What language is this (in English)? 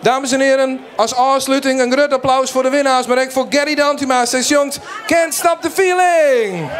Western Frisian